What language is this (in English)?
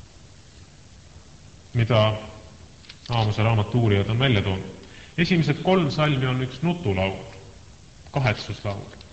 Estonian